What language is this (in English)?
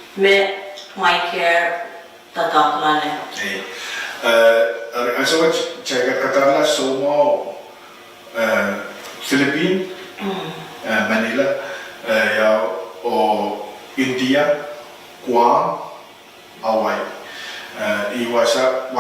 Pohnpeian